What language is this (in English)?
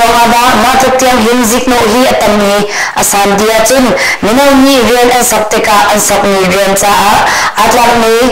Hakha Chin